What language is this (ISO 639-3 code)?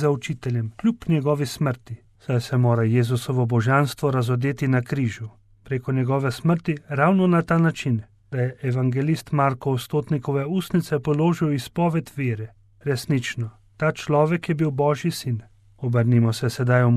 slv